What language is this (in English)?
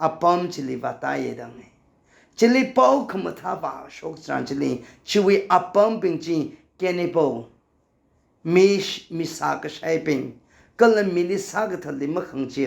Tangkhul Naga (India)